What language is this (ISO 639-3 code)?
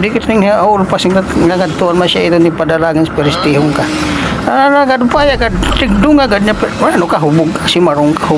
war